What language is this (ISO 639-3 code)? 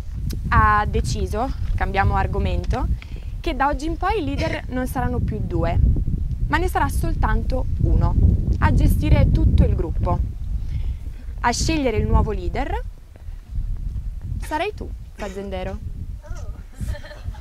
ita